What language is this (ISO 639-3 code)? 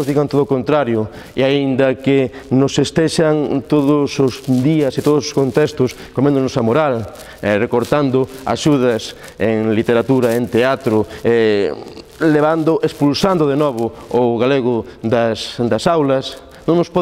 glg